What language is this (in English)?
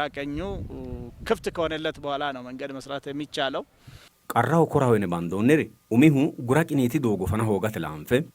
Sidamo